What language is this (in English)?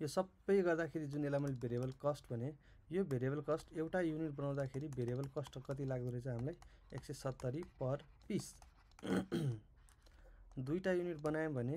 Nepali